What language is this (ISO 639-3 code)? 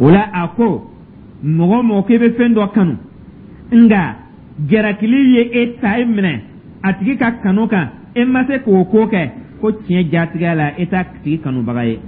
dyu